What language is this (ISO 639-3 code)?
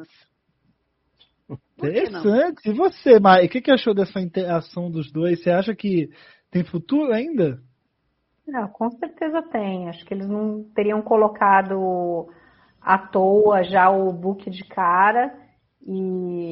por